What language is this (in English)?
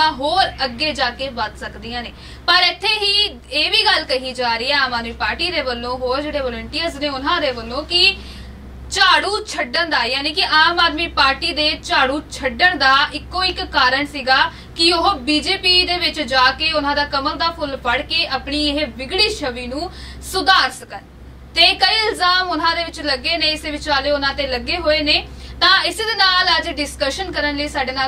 Punjabi